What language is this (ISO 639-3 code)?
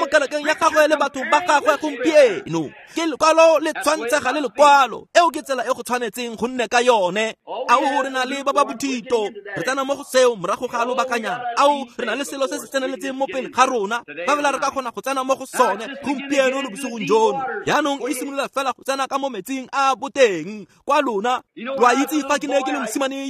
tsn